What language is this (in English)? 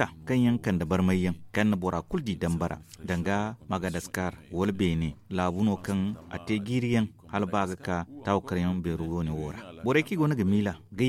Zarma